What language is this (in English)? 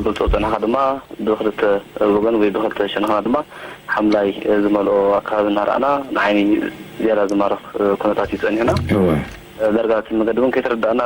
Tigrinya